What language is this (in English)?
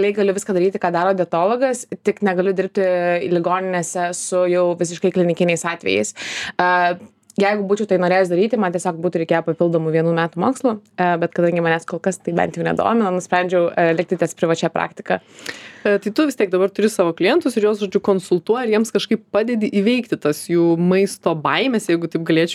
Lithuanian